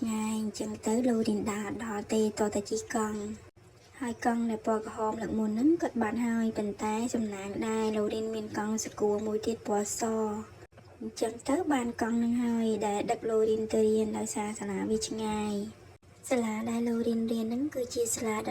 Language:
Khmer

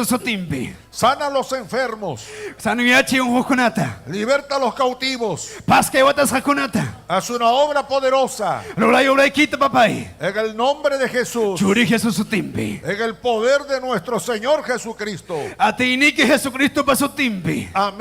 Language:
Ayacucho Quechua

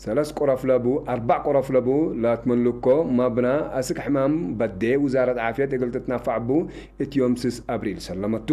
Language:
Tigre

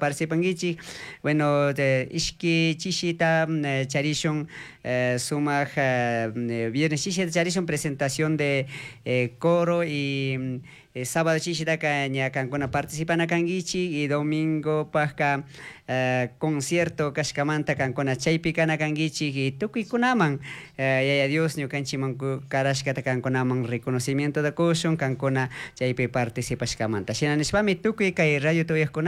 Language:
Chimborazo Highland Quichua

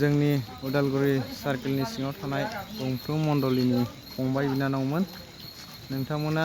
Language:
Bodo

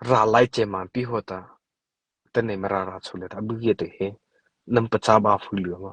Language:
Mara Chin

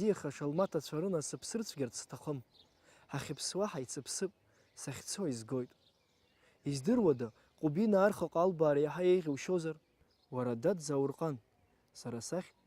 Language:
Abkhazian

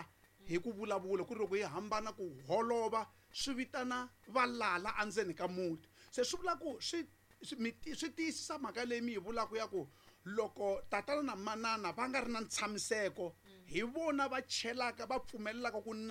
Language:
Tsonga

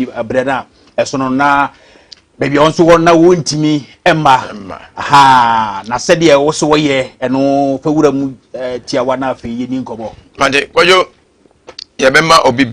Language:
Akan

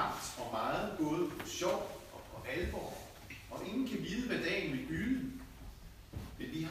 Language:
Danish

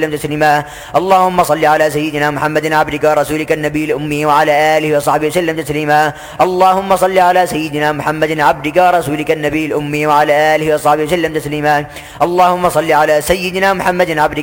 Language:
Arabic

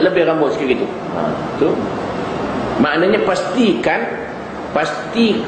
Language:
Malay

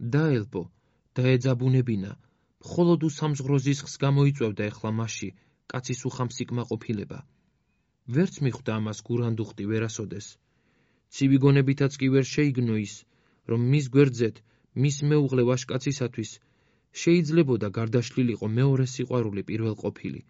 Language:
Georgian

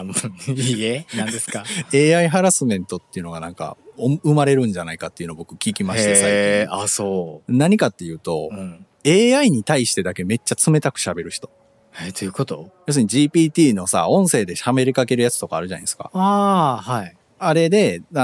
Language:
Japanese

